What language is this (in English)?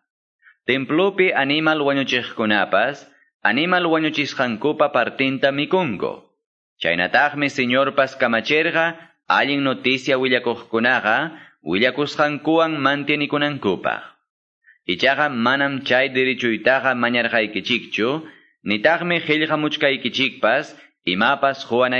Quechua